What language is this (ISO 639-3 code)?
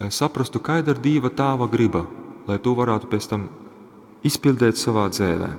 ltg